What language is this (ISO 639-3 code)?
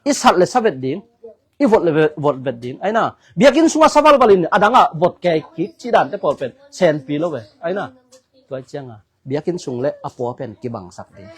ctd